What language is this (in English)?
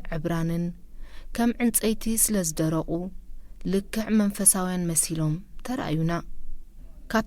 Tigrinya